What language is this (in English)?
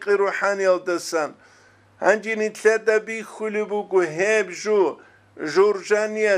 Avaric